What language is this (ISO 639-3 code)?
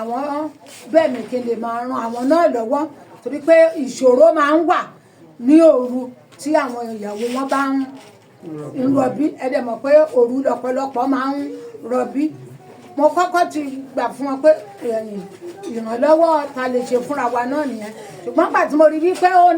yor